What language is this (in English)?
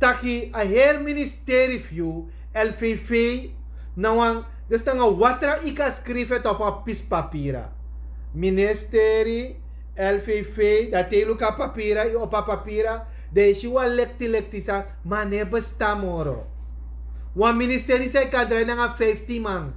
Sranan Tongo